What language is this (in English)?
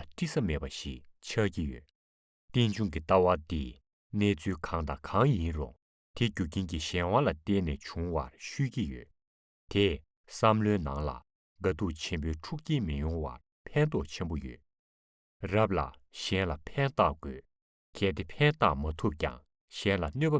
Tibetan